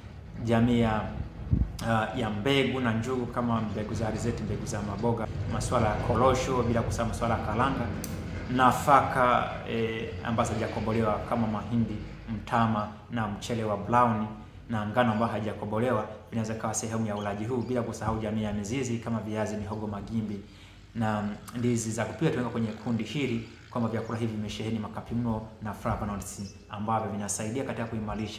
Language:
Swahili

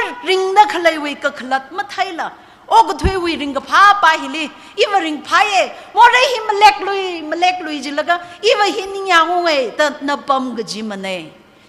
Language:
Tangkhul Naga (India)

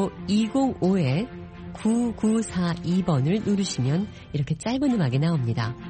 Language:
Korean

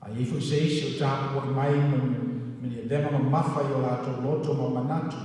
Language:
Samoan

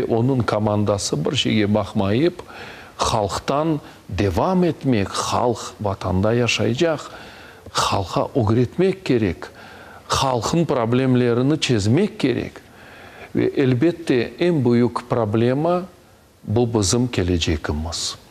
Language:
Crimean Tatar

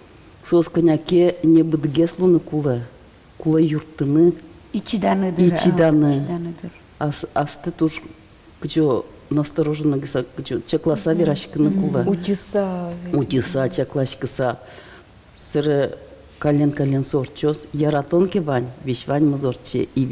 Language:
Udmurt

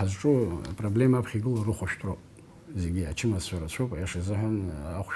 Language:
Abkhazian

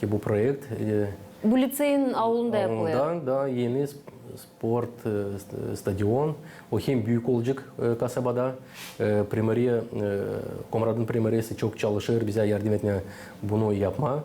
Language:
Gagauz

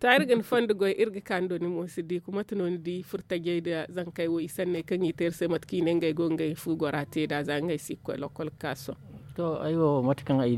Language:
Zarma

